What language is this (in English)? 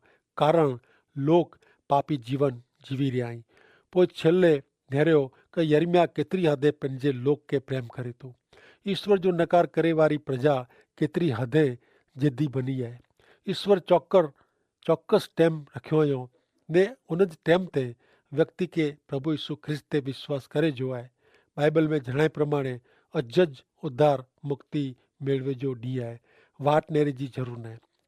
Kachhi